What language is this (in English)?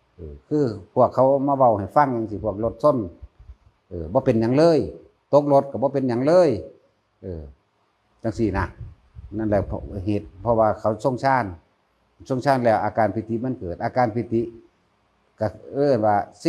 Northeastern Thai